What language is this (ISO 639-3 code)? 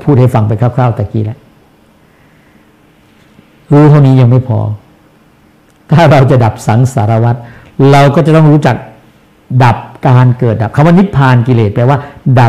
tha